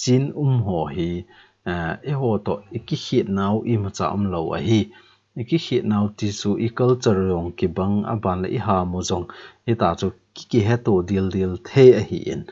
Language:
Thado Chin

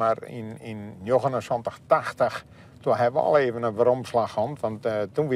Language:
Western Frisian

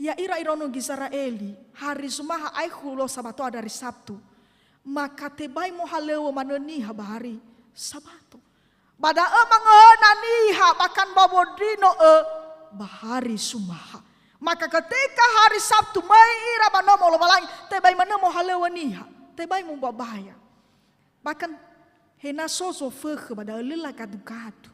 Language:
Nias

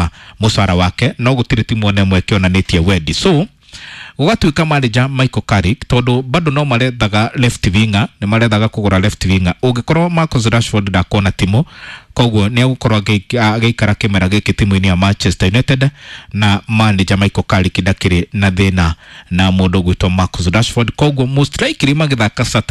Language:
Kikuyu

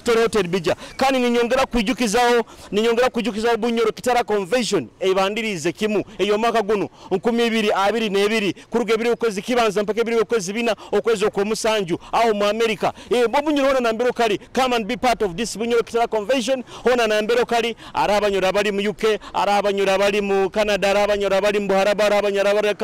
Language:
Nyoro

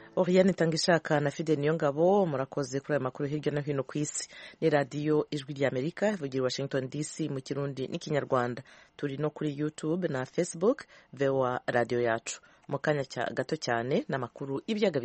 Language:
Kinyarwanda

